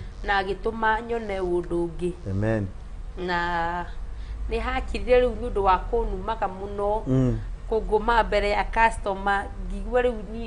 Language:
Kikuyu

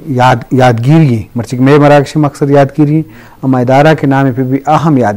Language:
Eastern Balochi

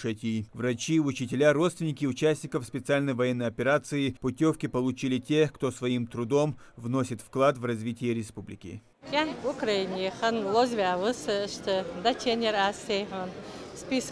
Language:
Ingush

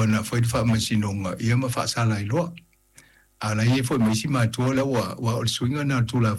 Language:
Samoan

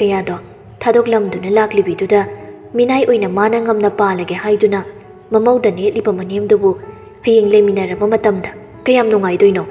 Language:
Manipuri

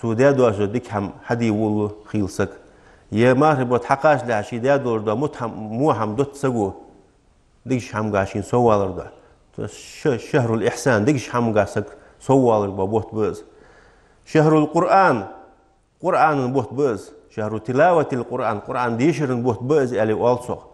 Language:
Ingush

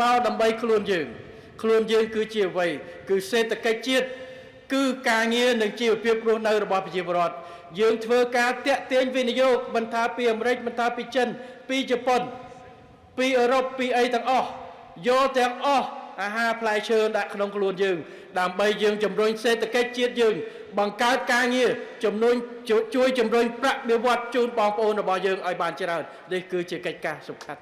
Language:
Khmer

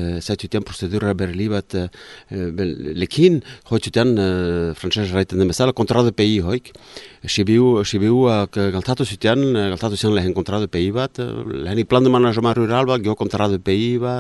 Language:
Basque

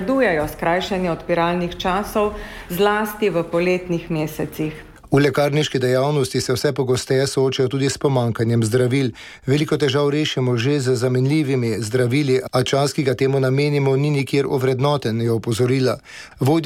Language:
Slovenian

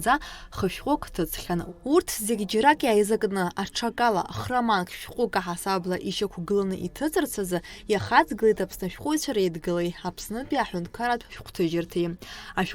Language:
Abkhazian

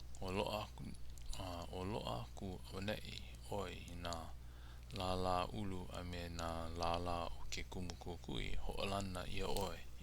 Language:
Hawaiian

